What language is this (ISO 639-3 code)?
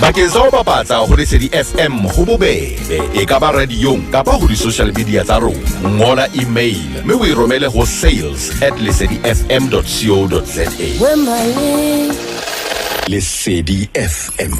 sot